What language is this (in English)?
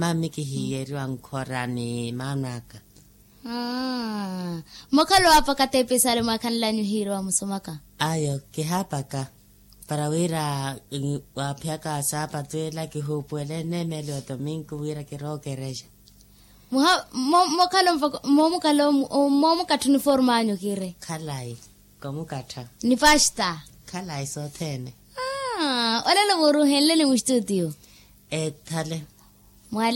Makhuwa